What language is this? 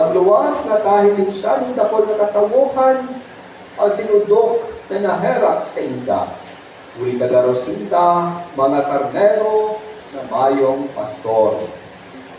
Bikol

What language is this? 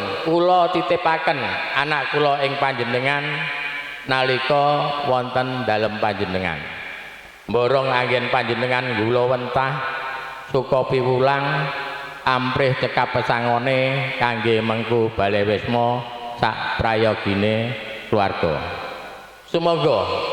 Javanese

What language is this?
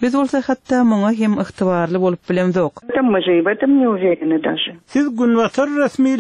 Turkmen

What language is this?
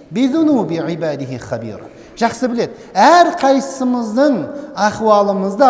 Kazakh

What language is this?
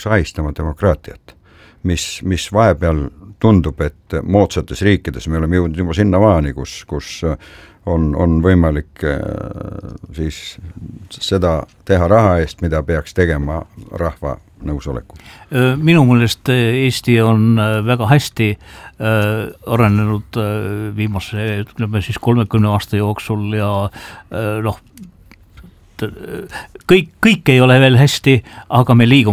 Estonian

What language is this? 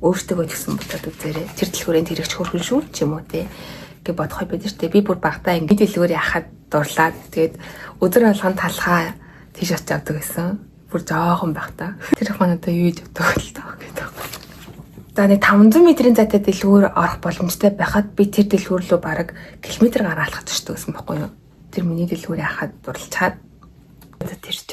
Mongolian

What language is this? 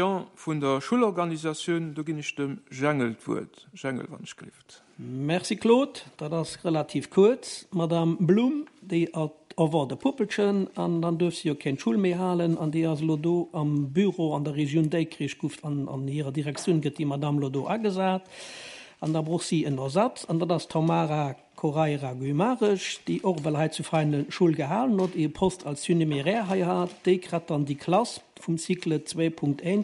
Luxembourgish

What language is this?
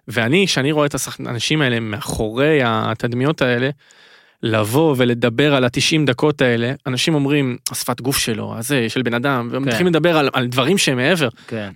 Hebrew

